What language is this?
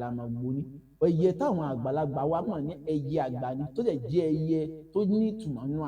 Yoruba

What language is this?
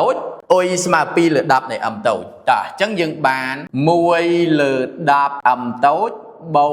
Khmer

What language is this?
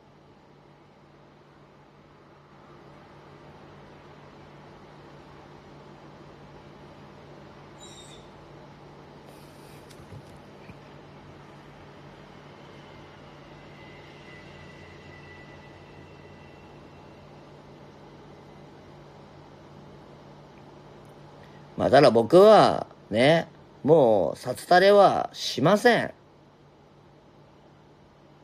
Japanese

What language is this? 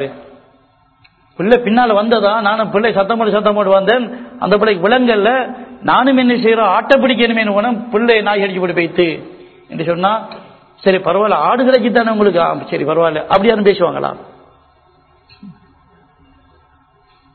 Tamil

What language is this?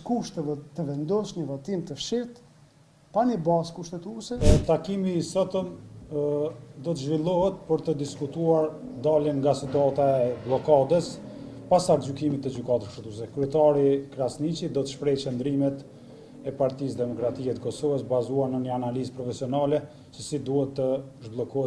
Albanian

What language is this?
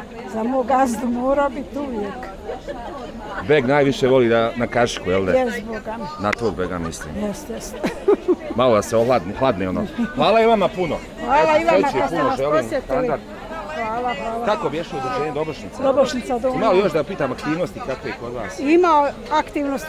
Bosnian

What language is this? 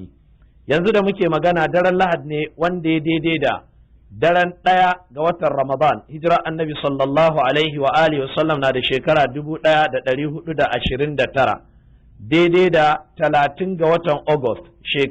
Hausa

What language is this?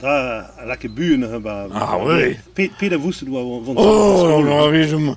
Breton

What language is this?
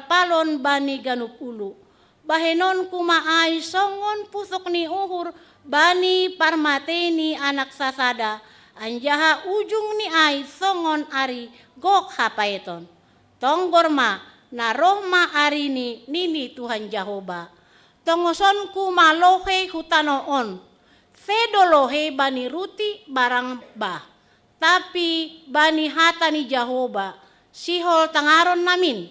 Batak Simalungun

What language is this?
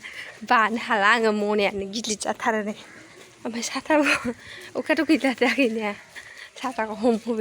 Bodo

